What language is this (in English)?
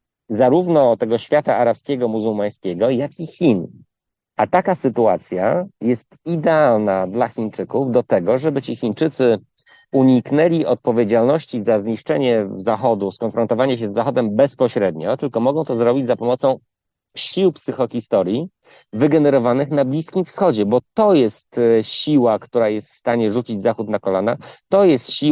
Polish